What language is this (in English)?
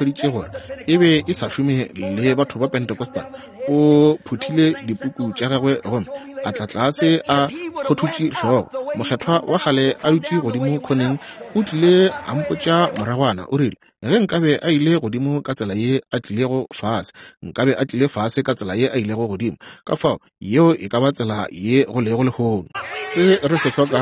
Northern Sotho